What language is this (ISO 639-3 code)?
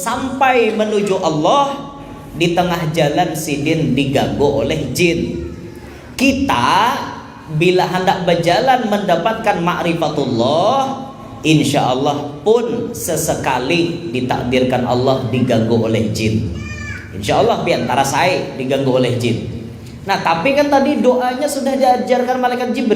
bjn